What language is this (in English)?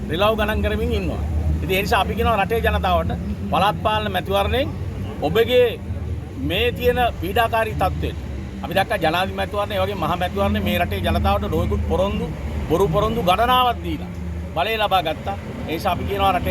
Sinhala